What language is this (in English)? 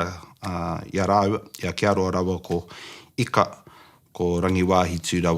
Māori